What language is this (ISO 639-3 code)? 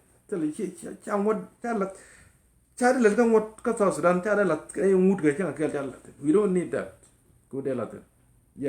nus